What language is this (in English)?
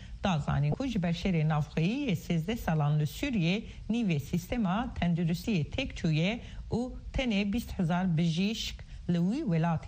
Kurdish